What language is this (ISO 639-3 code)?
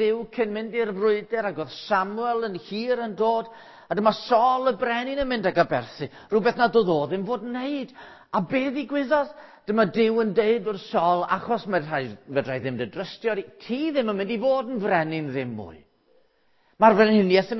cym